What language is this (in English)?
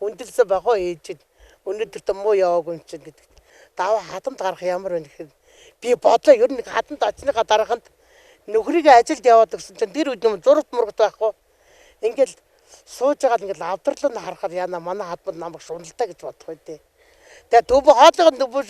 Mongolian